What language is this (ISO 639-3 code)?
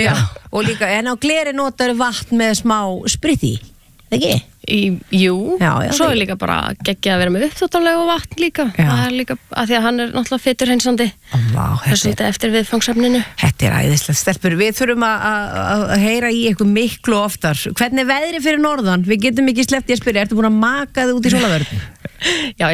isl